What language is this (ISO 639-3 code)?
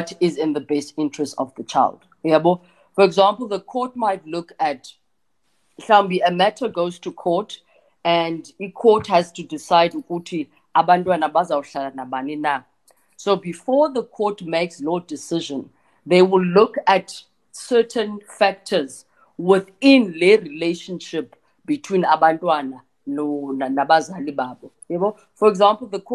xho